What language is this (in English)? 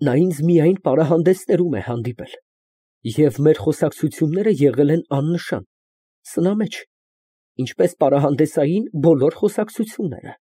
Armenian